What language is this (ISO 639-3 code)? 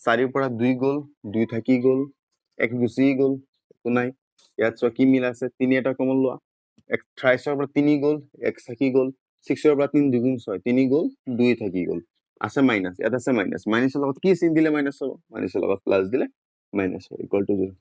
asm